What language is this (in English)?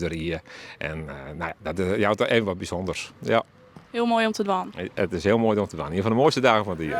Western Frisian